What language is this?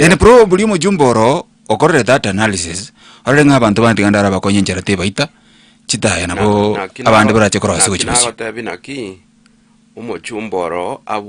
Gusii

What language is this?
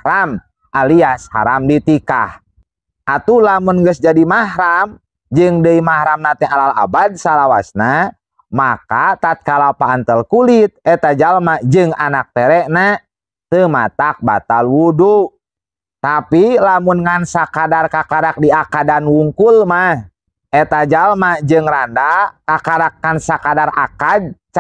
Sundanese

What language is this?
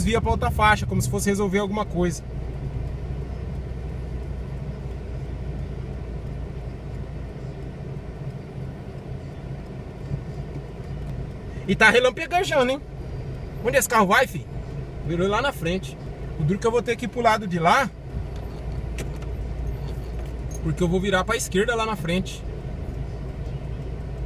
Portuguese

